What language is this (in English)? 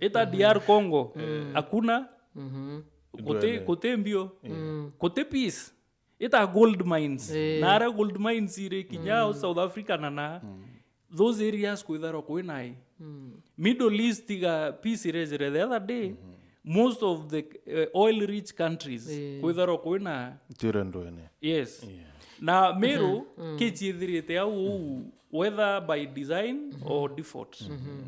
Meru